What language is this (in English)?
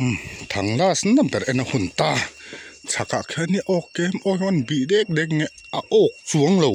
Mizo